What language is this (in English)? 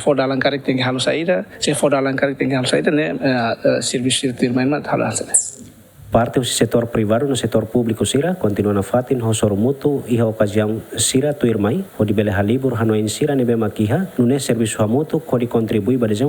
Tetum